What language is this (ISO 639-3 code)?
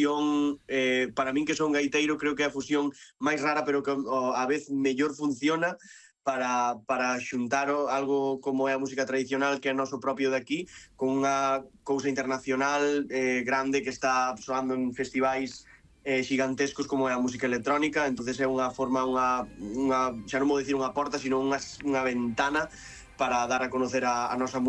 glg